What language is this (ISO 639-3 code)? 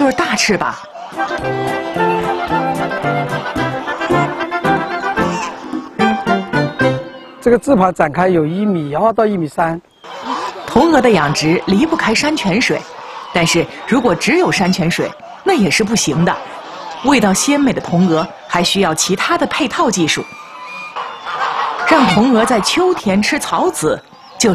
zho